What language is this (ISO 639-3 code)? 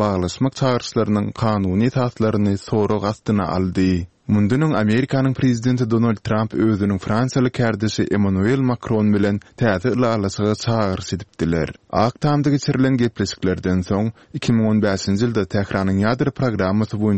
tuk